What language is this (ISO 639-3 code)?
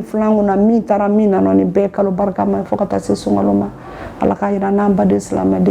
bam